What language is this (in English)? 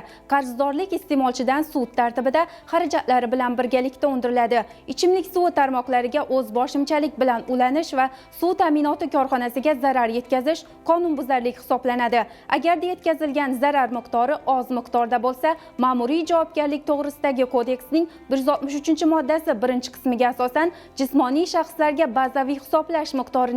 Uzbek